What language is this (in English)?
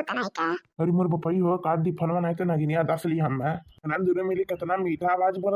Awadhi